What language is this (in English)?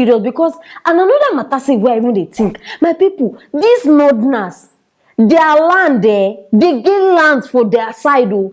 Nigerian Pidgin